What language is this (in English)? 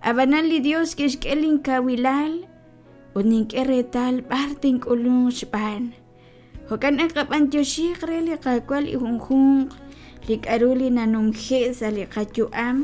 Kekchí